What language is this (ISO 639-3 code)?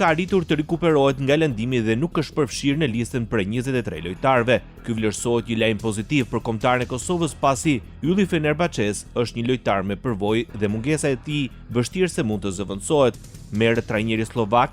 sqi